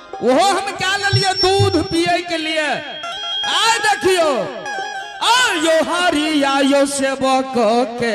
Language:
Maithili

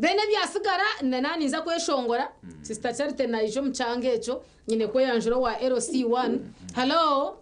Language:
Nyankole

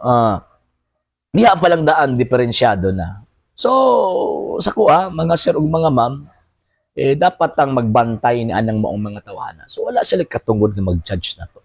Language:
Cebuano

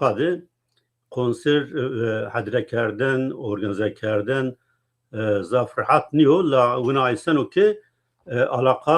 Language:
Zaza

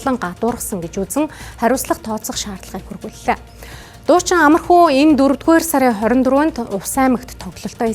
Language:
Mongolian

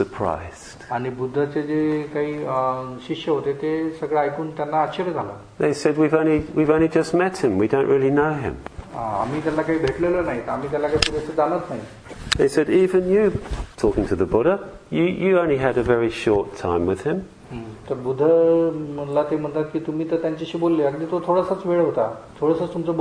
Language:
Marathi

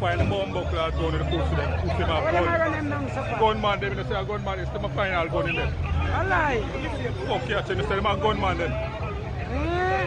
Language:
Jamaican Creole English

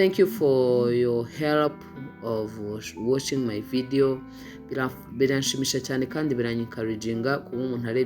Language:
Kinyarwanda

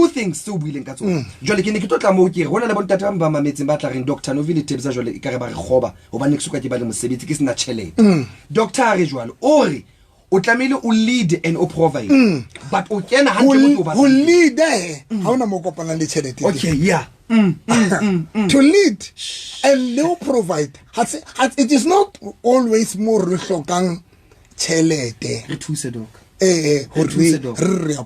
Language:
Southern Sotho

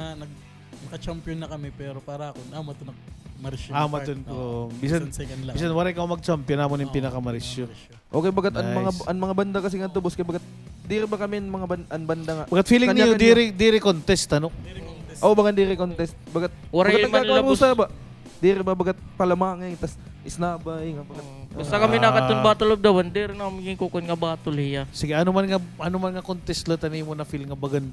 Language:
Waray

